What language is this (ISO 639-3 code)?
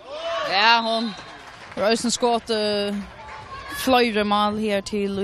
fao